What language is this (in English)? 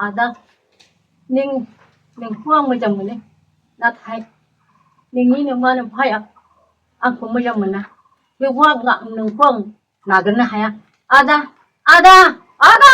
Bodo